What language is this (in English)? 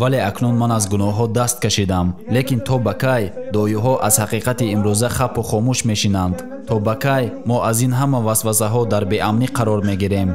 Tajik